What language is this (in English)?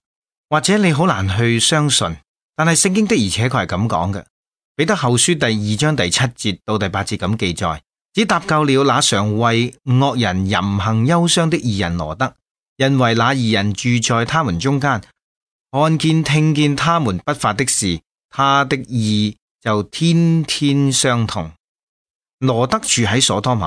Cantonese